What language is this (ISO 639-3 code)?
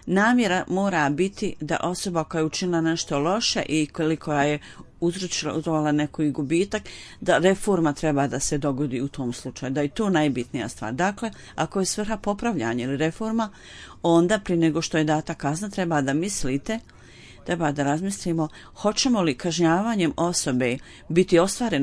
bos